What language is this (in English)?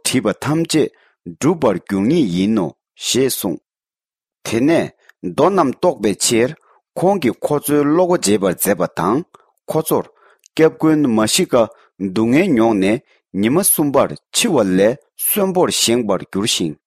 Tibetan